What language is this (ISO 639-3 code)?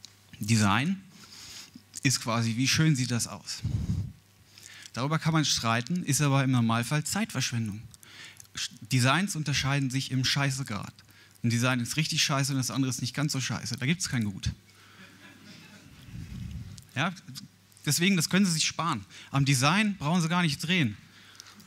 deu